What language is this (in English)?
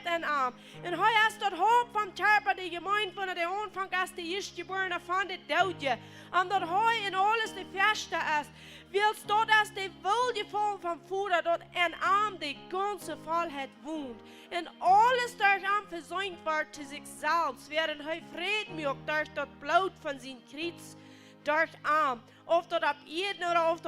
Plautdietsch